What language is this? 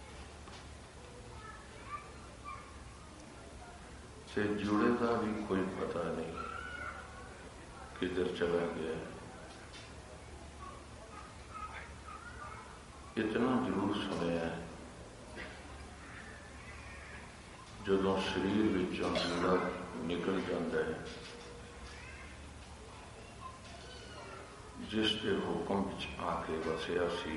Punjabi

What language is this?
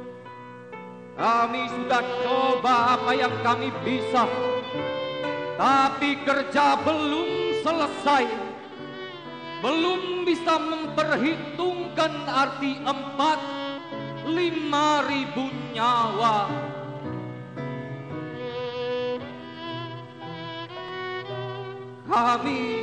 Indonesian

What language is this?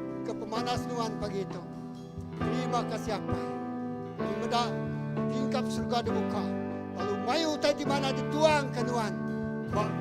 Iban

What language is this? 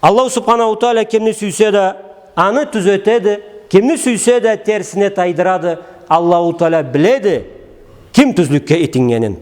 Karachay-Balkar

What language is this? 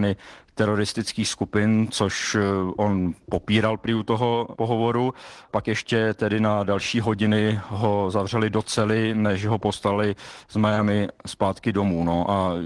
Czech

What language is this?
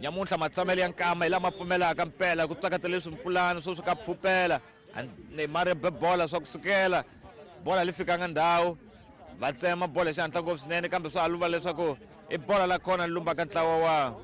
Tsonga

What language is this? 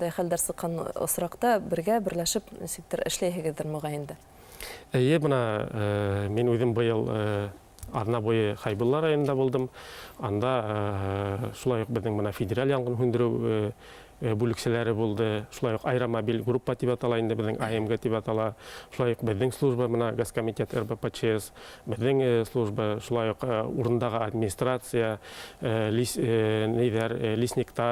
Bashkir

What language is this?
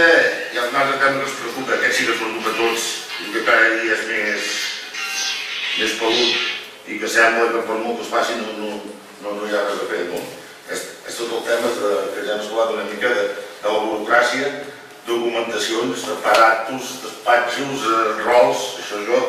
Catalan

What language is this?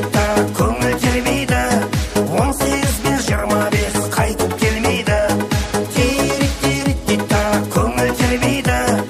Kara-Kalpak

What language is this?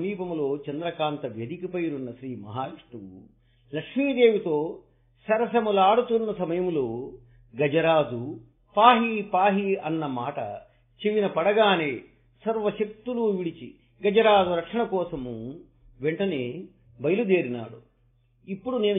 Telugu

